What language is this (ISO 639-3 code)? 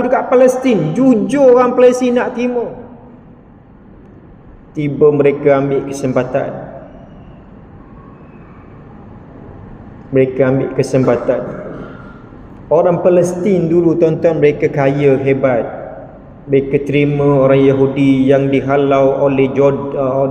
msa